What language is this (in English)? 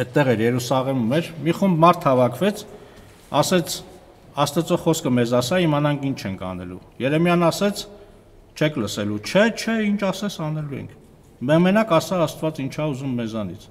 Armenian